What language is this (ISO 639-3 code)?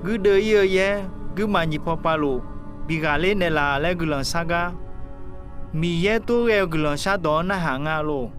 ahk